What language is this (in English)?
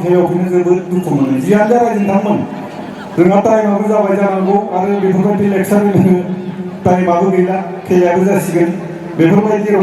Bodo